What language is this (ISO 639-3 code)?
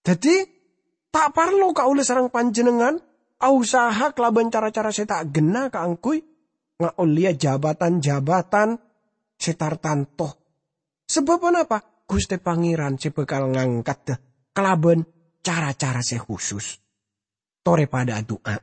mad